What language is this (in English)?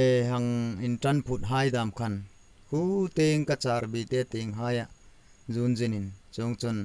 Hmar